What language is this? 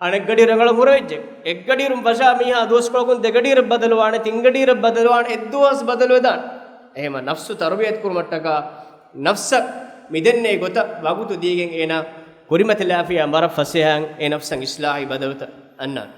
Divehi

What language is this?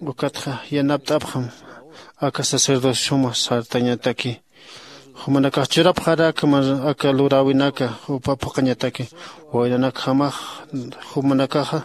Aymara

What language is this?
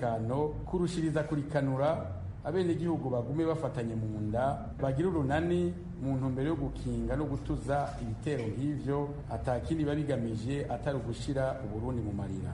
Rundi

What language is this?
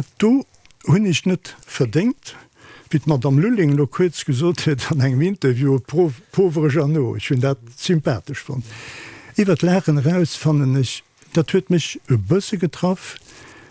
Luxembourgish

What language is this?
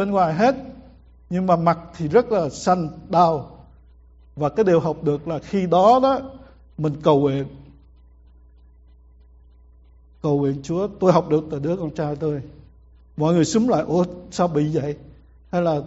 Vietnamese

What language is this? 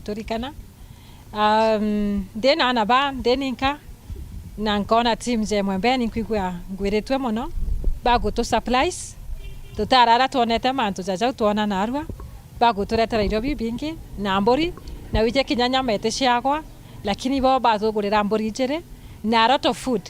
Meru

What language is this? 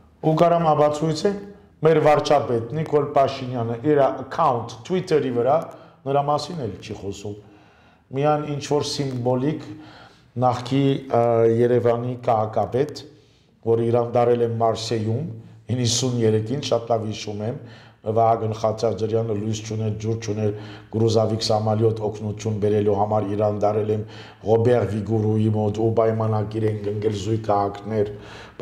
Armenian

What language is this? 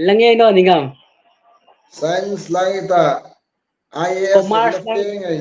Hmar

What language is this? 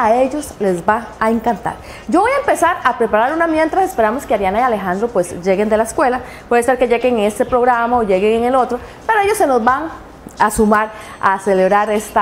Spanish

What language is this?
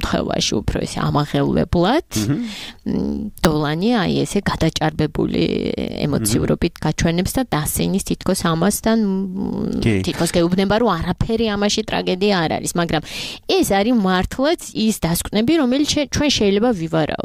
Georgian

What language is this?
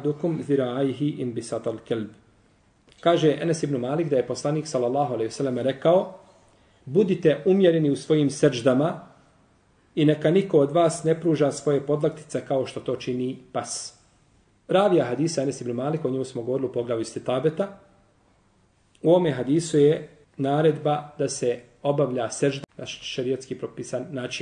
Bosnian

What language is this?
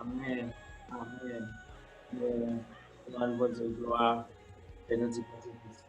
Haitian Creole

